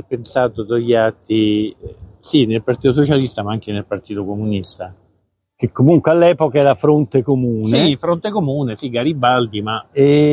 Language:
Italian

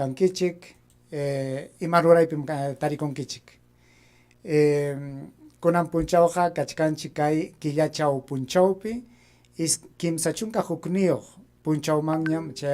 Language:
Ayacucho Quechua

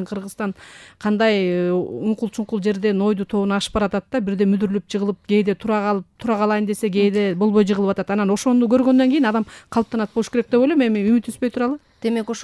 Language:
Kyrgyz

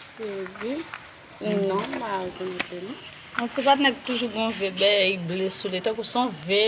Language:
Haitian Creole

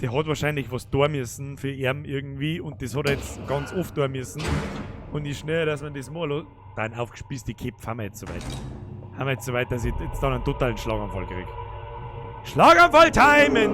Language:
Bavarian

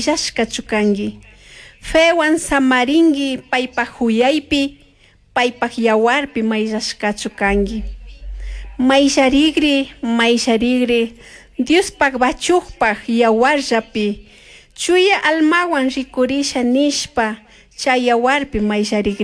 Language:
Chimborazo Highland Quichua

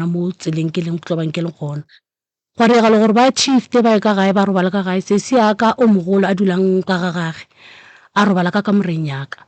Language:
Northern Sotho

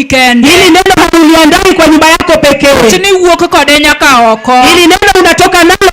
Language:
Luo (Kenya and Tanzania)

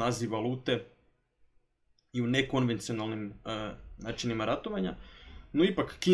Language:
Croatian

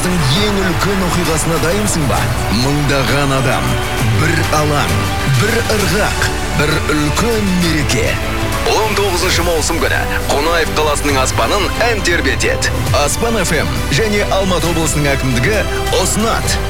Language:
Kazakh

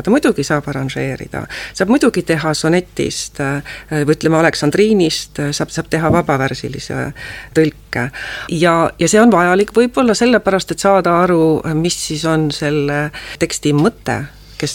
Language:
Estonian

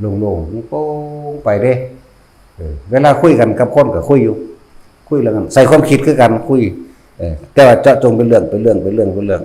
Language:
Northeastern Thai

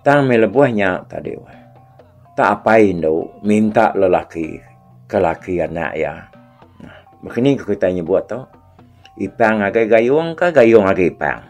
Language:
Iban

